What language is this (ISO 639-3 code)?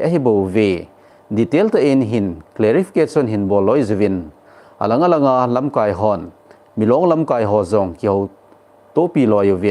tcz